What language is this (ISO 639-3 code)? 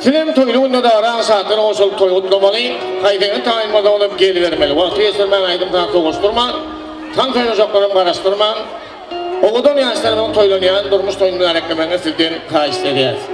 tuk